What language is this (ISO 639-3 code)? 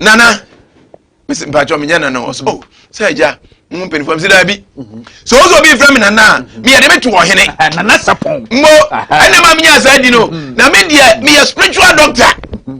aka